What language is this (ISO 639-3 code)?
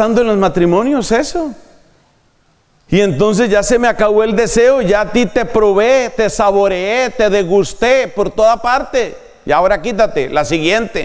spa